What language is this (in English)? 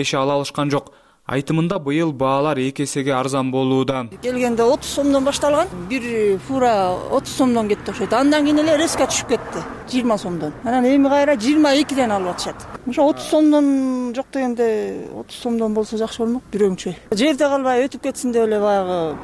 Kyrgyz